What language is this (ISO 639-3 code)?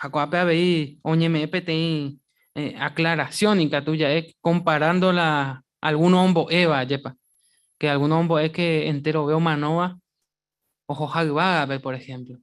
grn